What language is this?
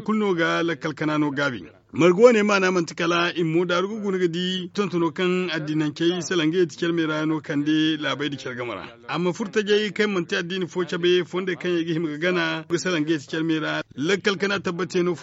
Zarma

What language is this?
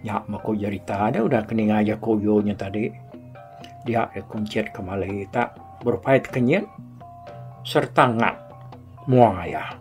Iban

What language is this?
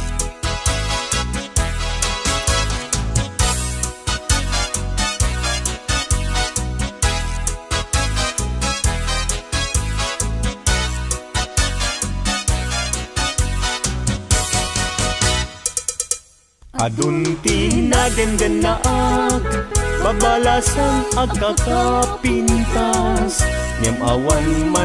Iloko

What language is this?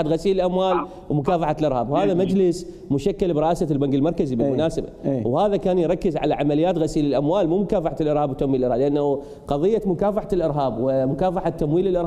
Mesopotamian Arabic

